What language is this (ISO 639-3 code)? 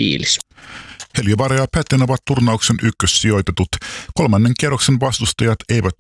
fin